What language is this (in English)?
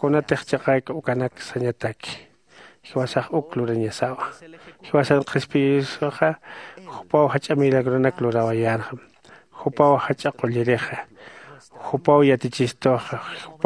Aymara